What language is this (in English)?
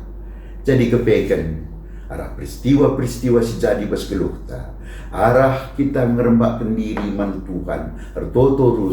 Batak Karo